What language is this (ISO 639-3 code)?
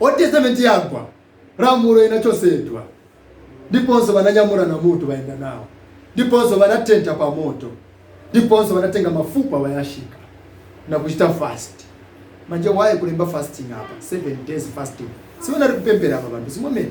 nya